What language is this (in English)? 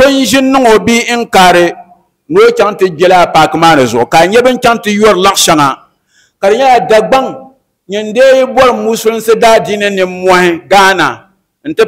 Dagbani